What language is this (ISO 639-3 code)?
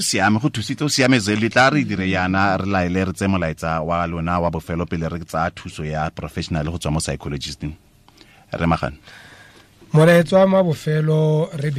tsn